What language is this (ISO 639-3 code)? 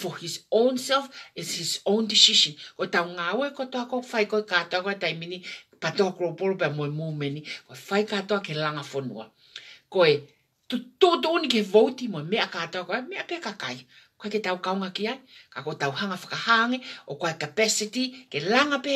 ton